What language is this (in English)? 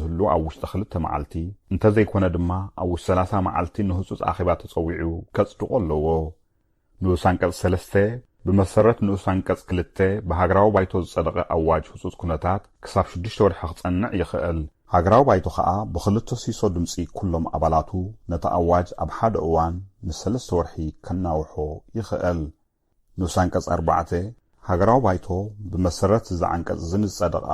Tigrinya